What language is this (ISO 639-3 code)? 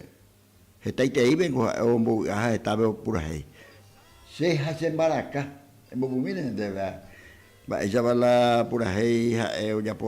grn